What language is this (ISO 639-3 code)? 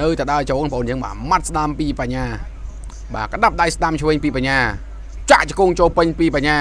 khm